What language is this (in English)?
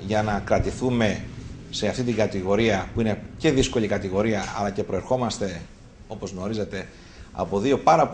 Greek